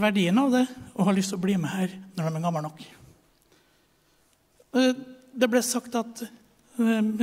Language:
Norwegian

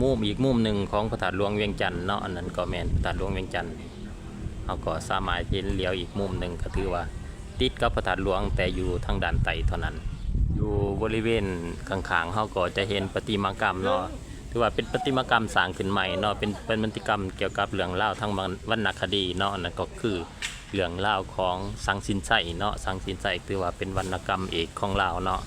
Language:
Lao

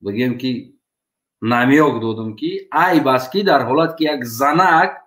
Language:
Tajik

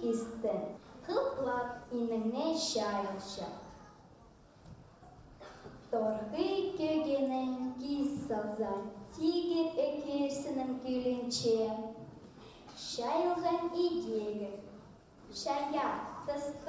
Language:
Khakas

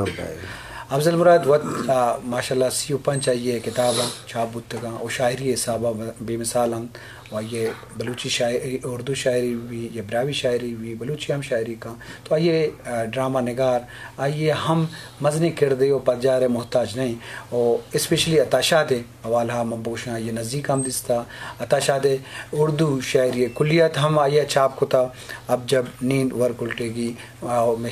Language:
Baluchi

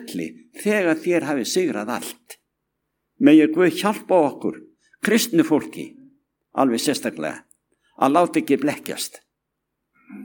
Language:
Icelandic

